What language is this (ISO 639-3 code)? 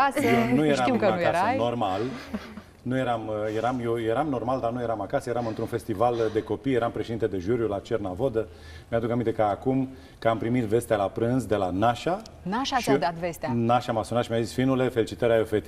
ron